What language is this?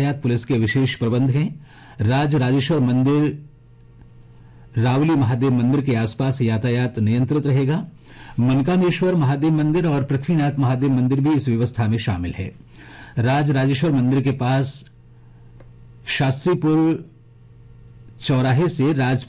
Hindi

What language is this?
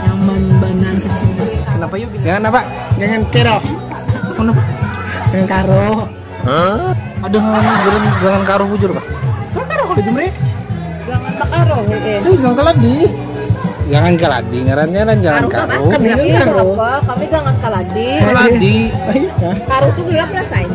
Banjar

